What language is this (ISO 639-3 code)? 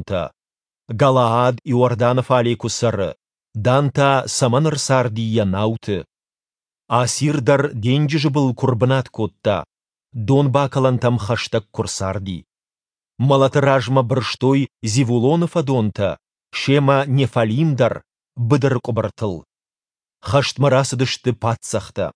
oss